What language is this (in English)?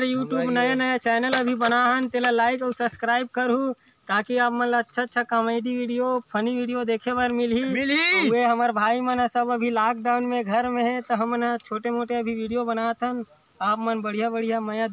Chhattisgarhi